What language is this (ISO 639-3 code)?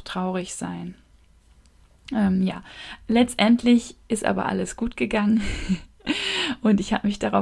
deu